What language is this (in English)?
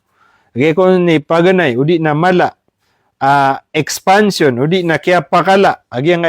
Maranao